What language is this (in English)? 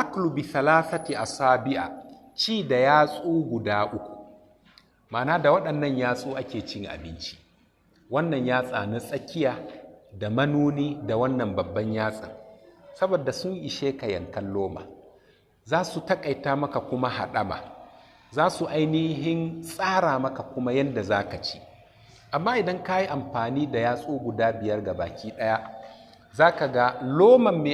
Hausa